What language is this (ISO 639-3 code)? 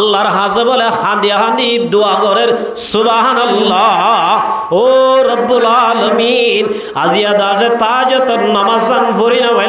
rhg